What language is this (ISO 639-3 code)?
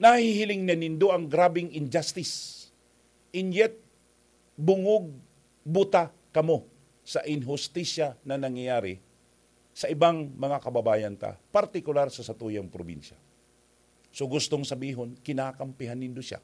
bik